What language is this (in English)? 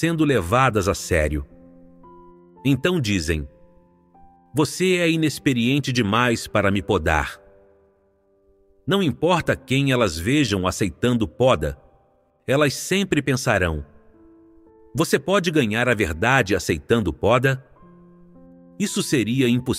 Portuguese